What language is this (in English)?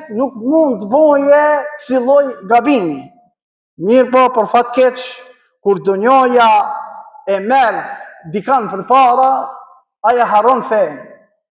Albanian